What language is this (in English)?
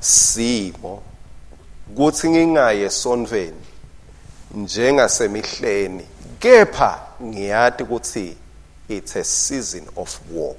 Swati